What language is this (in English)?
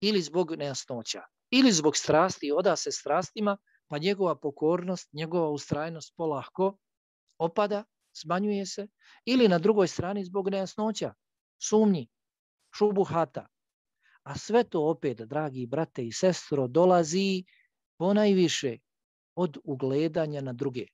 Bosnian